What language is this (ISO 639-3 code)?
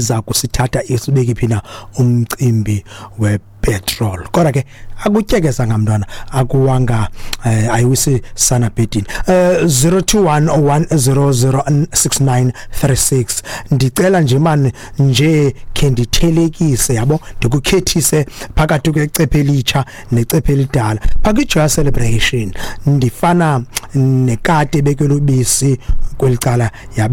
xho